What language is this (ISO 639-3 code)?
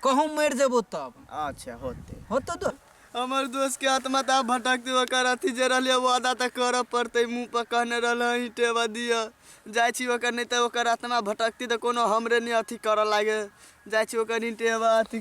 mai